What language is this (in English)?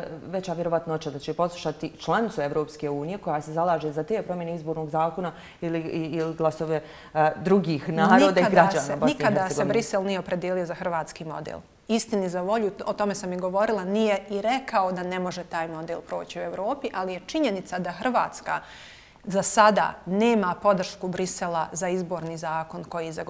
Bosnian